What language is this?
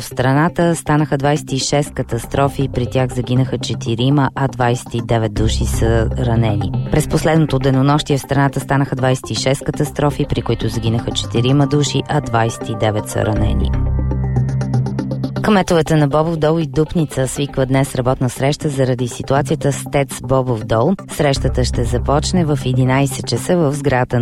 Bulgarian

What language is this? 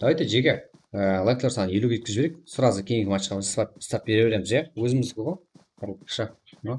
Kara-Kalpak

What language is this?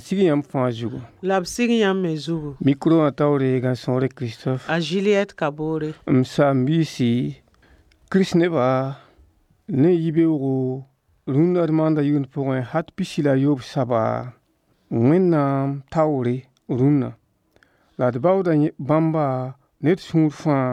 Mossi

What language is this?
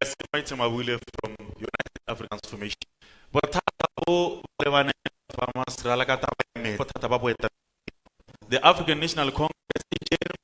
Tswana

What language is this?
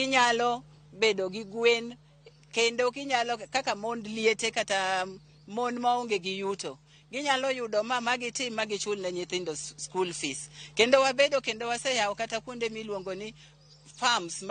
Luo (Kenya and Tanzania)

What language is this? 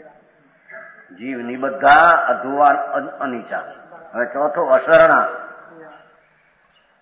Gujarati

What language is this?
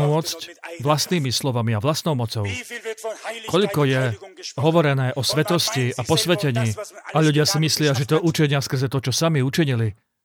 Slovak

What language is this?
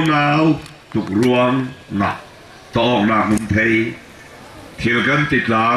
Falam Chin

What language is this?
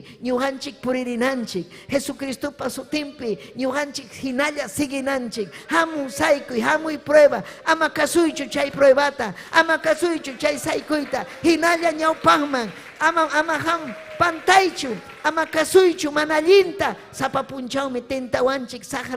Ayacucho Quechua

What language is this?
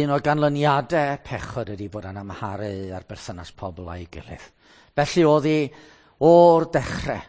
Welsh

